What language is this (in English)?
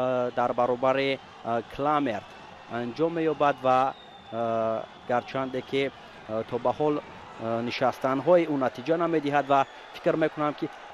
Tajik